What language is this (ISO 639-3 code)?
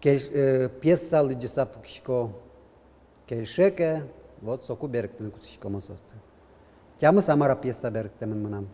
udm